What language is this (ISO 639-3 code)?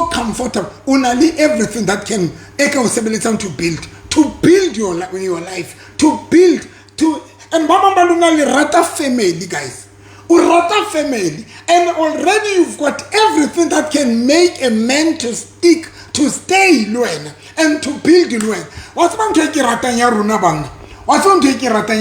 sot